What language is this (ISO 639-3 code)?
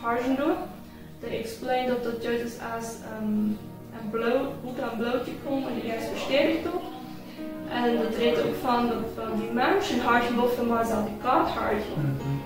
pdt